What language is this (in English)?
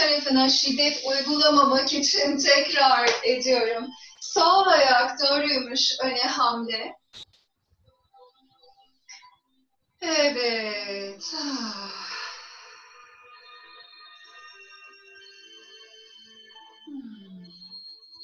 Turkish